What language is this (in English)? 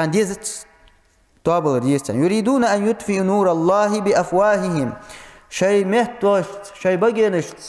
Ingush